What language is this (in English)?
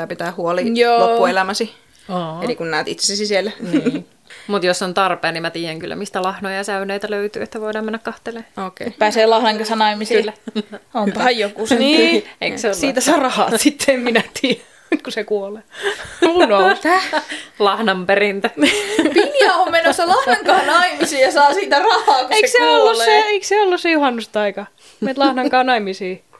Finnish